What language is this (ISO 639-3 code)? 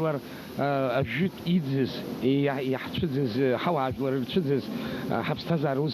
abk